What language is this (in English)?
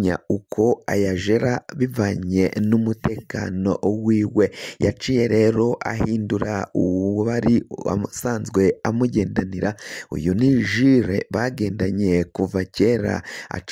Rundi